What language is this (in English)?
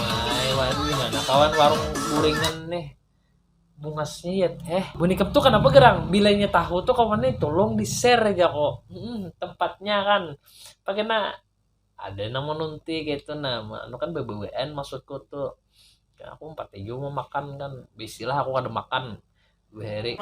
Banjar